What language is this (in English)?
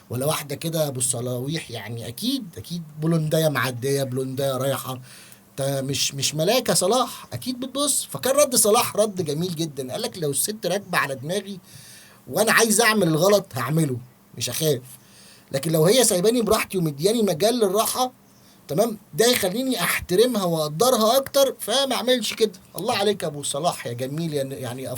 Egyptian Arabic